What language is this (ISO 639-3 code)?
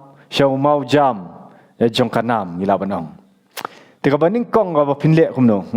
kha